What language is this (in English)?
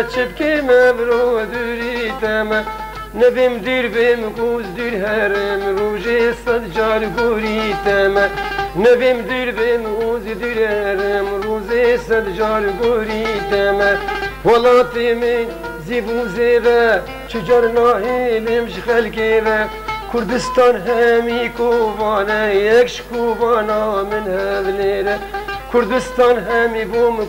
Kurdish